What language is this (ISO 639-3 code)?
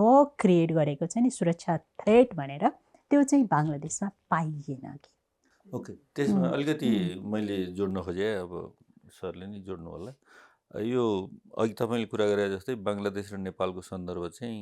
nep